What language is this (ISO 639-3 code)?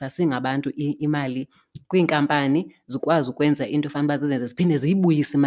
xho